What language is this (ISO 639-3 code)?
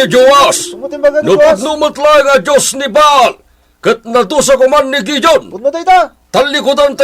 ilo